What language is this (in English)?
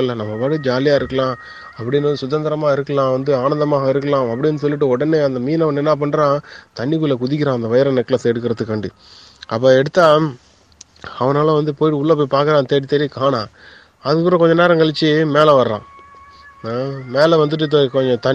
Tamil